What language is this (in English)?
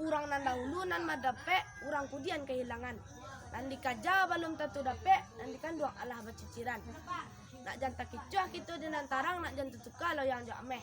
Minangkabau